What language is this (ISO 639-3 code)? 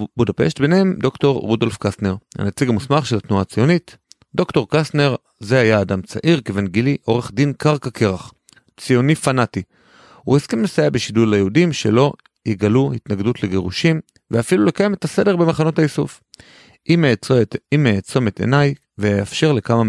heb